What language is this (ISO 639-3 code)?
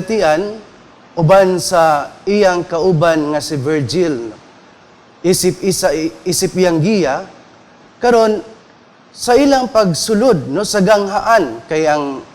ceb